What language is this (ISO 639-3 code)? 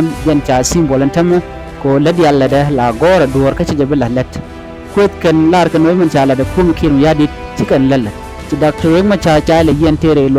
nus